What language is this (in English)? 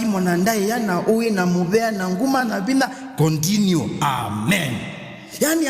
Kamba